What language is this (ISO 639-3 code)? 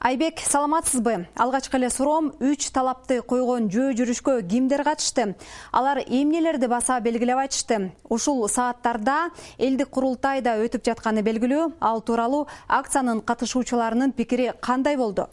kir